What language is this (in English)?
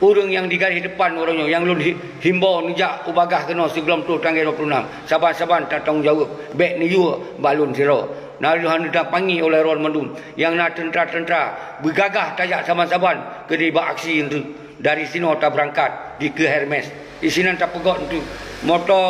Achinese